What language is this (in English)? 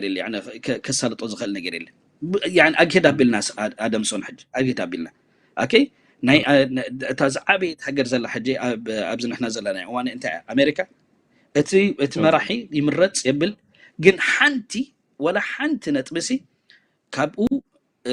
Tigrinya